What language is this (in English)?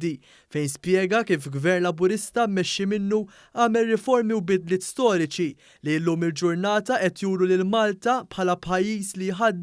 Maltese